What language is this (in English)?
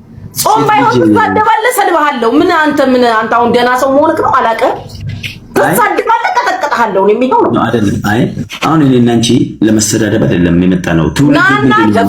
Amharic